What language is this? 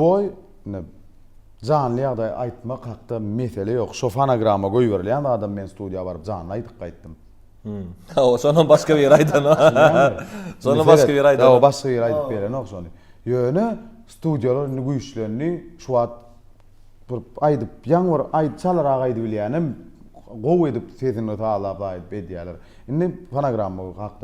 Turkmen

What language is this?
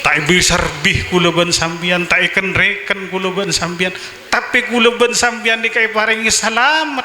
Madurese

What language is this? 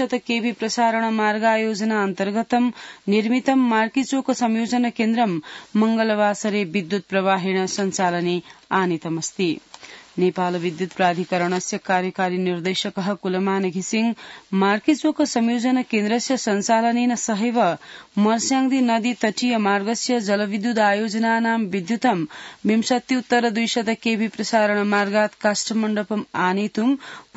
Sanskrit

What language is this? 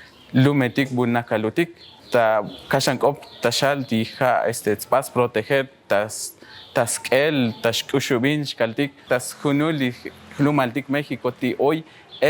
Tzotzil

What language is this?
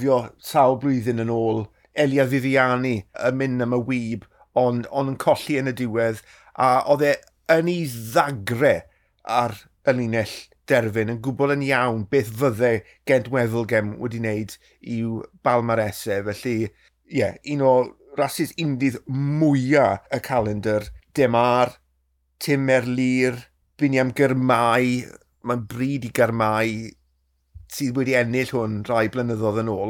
Welsh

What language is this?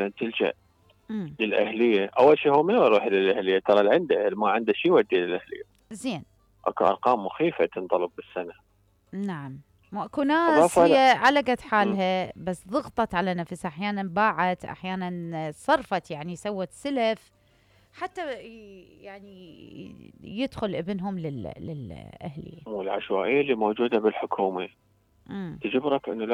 Mesopotamian Arabic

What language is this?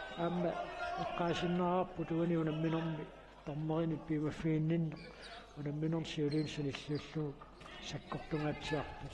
Kalaallisut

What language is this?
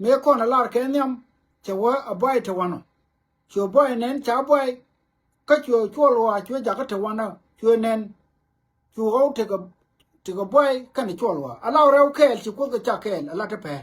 Nuer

